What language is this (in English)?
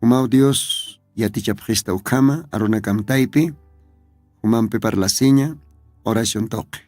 Aymara